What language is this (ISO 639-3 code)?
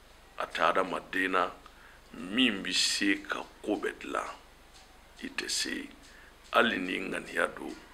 bam